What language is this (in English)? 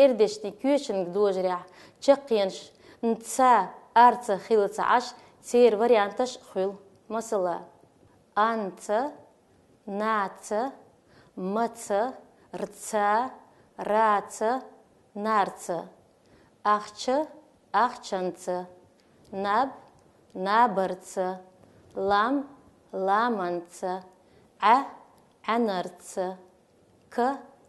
Chechen